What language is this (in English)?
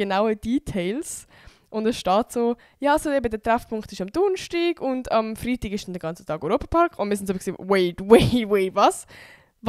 Swiss German